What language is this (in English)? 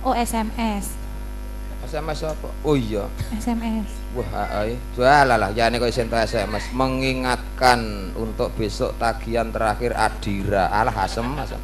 Javanese